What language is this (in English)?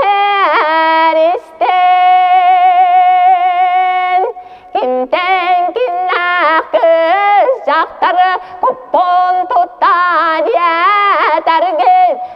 Yakut